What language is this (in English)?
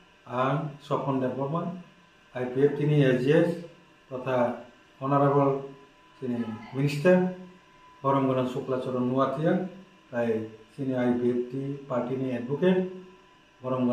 Kok Borok